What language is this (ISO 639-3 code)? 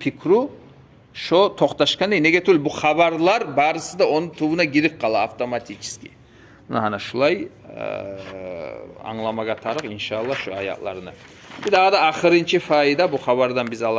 kum